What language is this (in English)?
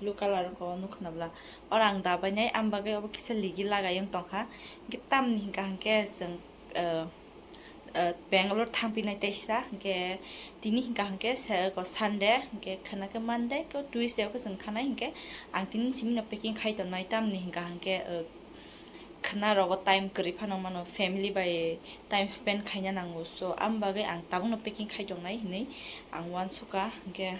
Kok Borok